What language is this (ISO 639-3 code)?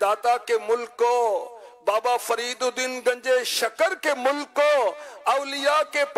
urd